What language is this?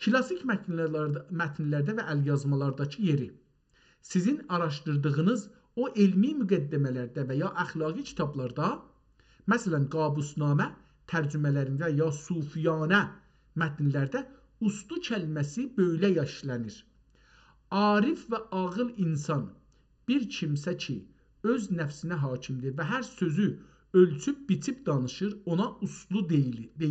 South Azerbaijani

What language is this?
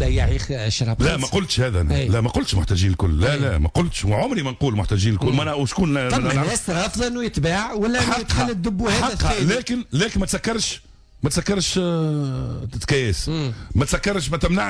Tunisian Arabic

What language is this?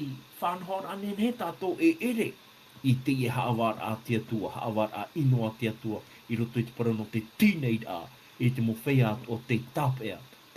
Tahitian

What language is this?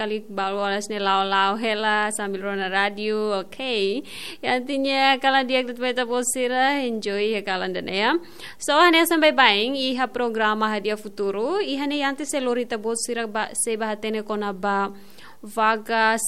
Tetum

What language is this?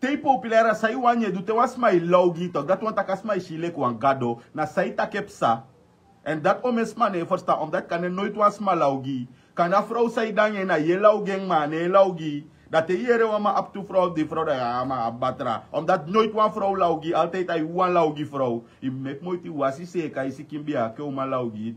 Sranan Tongo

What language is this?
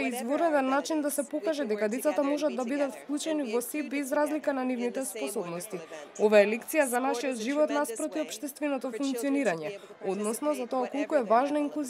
Macedonian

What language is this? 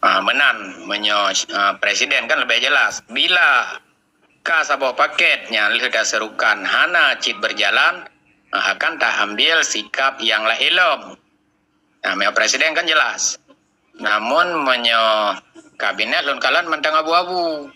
Achinese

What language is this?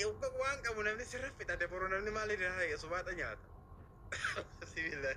Oromo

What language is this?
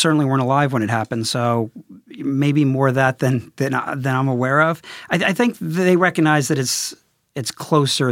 English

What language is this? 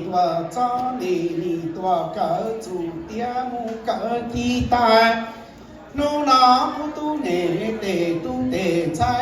Hmong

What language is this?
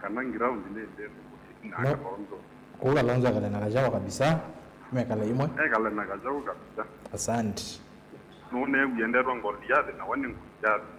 Kamba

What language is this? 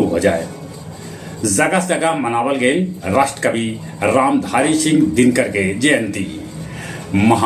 Magahi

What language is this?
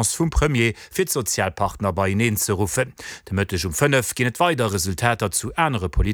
Luxembourgish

